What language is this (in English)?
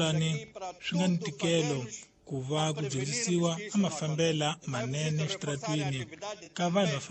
Tsonga